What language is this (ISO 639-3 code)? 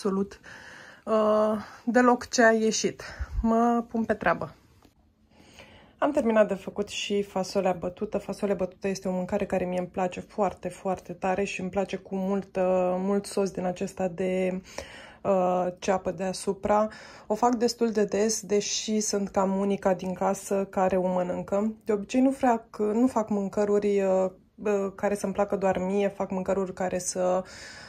ron